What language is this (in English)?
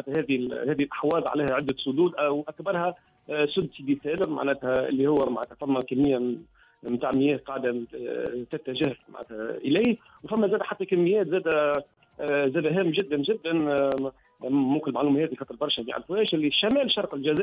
Tunisian Arabic